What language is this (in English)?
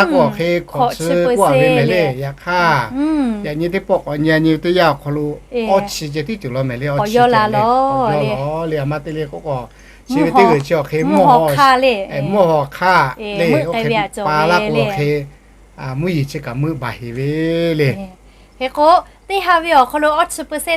Lahu